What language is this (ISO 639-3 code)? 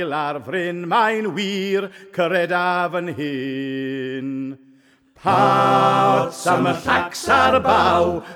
cym